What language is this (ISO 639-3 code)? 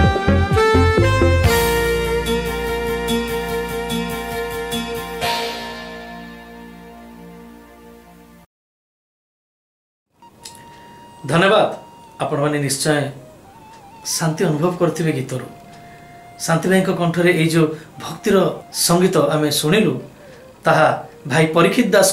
ori